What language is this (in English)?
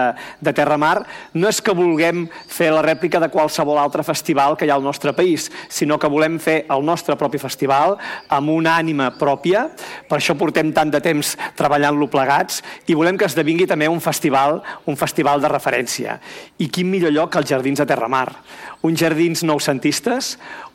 Catalan